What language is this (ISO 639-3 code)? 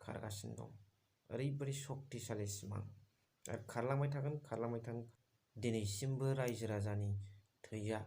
brx